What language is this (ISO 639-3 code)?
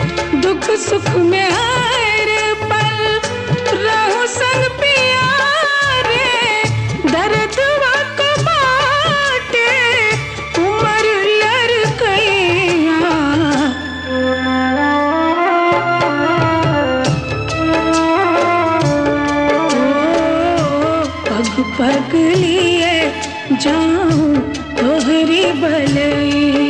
bho